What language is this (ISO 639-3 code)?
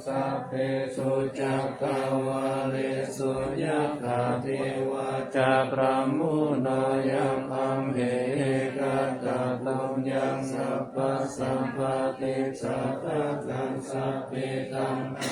pli